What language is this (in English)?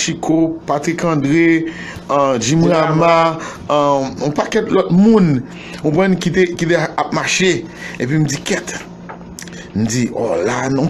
Haitian Creole